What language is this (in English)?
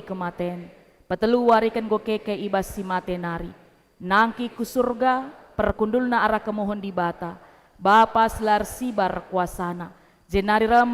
Batak Karo